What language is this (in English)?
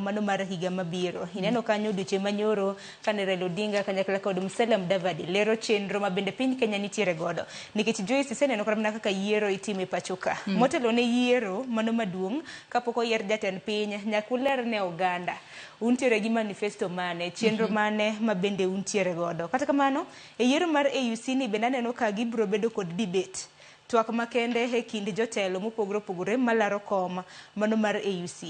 Luo (Kenya and Tanzania)